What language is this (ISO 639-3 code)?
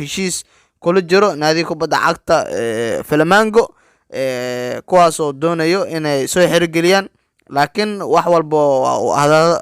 som